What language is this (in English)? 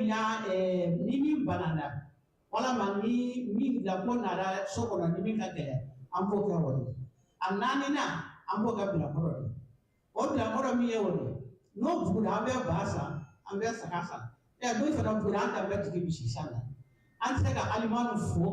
Bambara